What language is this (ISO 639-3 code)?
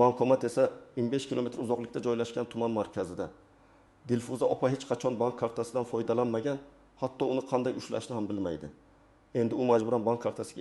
uzb